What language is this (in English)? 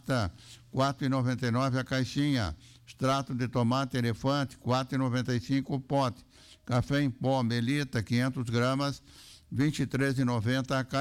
Portuguese